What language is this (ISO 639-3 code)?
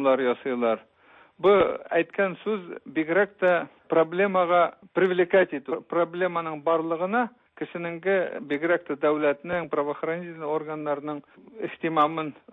tat